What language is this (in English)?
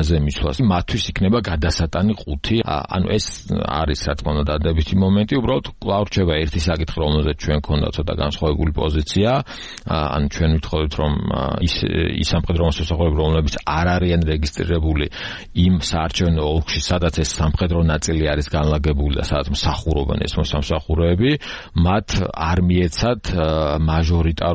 Georgian